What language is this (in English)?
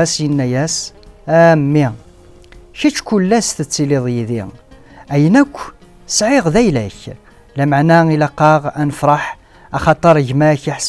Kabyle